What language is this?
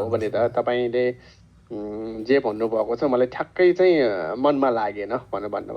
Nepali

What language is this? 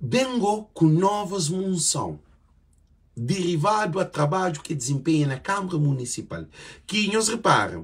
Kabuverdianu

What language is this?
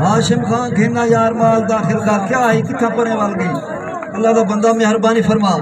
Saraiki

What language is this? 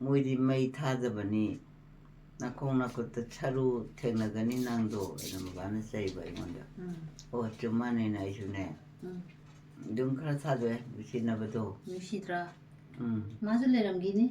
Manipuri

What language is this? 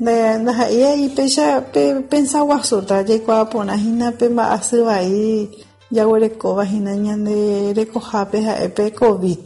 Guarani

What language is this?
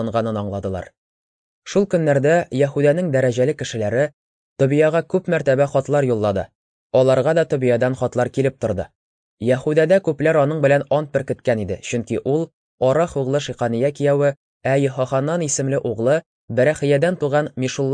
Tatar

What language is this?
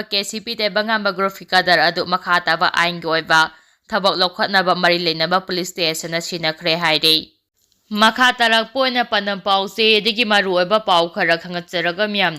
Manipuri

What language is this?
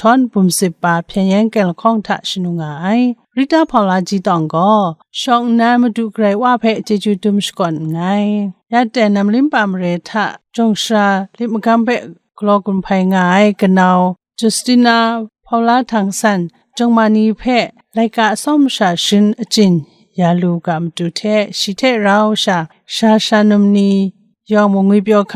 Kachin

